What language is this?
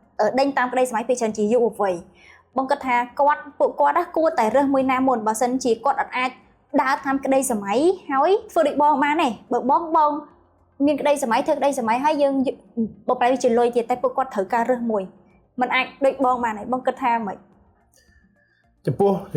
Khmer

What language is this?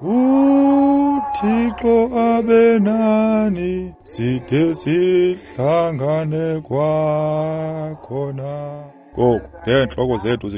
Xhosa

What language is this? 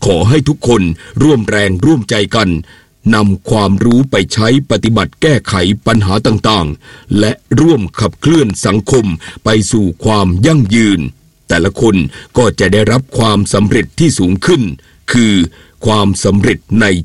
Thai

